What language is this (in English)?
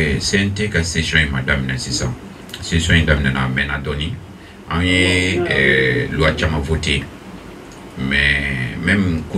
Bambara